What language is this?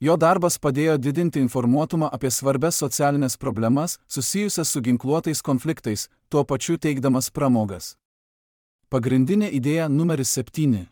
Lithuanian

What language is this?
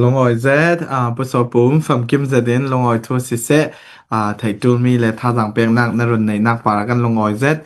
Hakha Chin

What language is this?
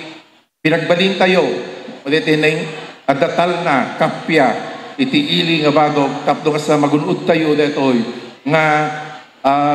Iloko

